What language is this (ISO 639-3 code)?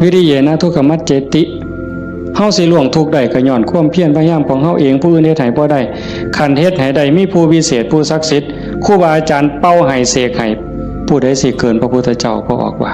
tts